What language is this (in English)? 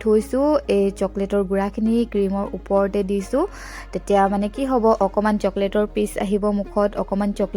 Assamese